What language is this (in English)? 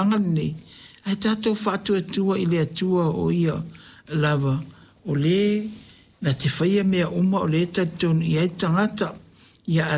Samoan